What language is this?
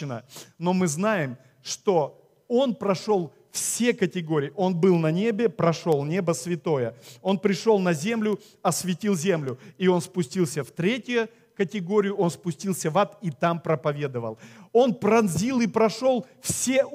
Russian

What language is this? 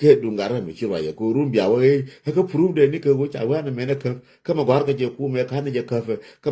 Nuer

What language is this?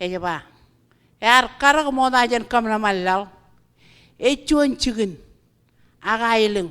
Marshallese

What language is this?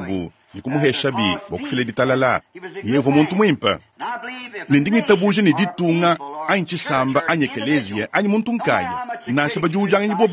Luba-Lulua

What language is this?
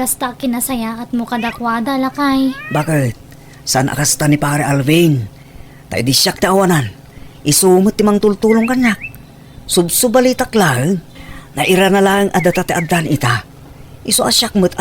Iloko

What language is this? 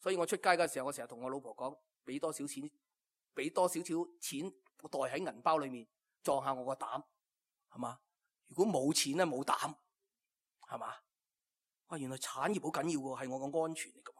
Cantonese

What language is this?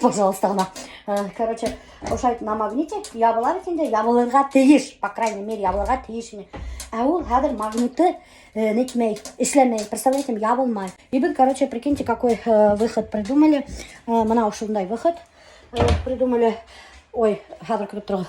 Bashkir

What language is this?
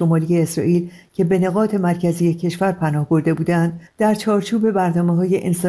Persian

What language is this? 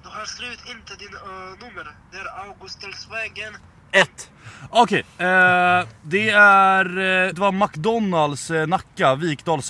Swedish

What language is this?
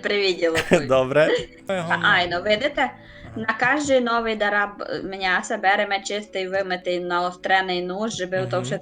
Rusyn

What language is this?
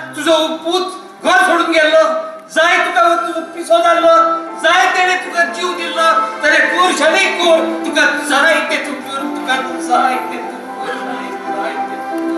Konkani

